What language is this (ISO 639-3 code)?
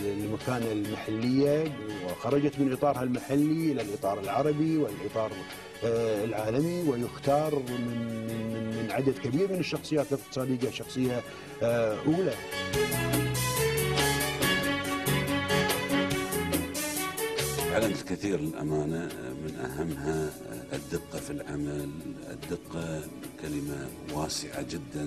ara